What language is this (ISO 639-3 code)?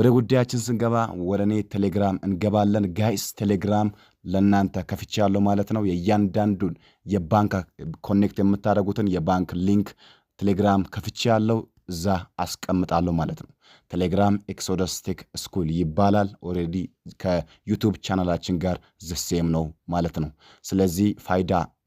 amh